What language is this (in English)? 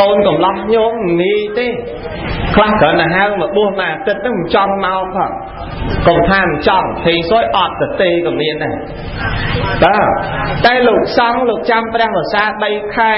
Khmer